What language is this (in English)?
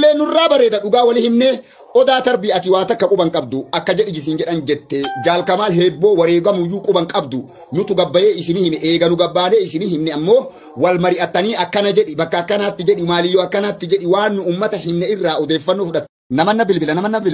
Oromo